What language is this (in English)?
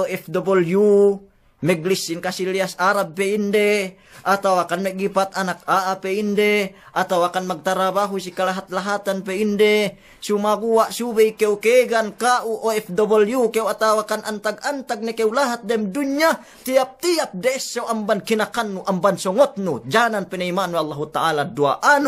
Yakan